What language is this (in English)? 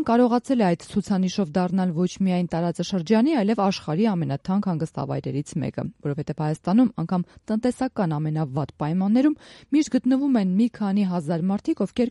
Armenian